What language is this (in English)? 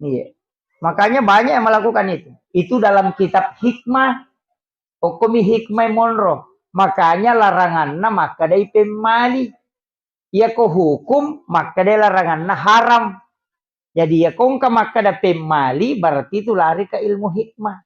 Buginese